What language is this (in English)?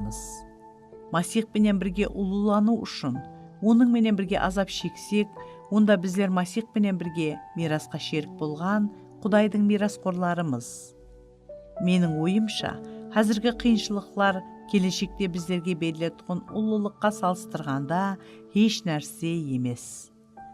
Kara-Kalpak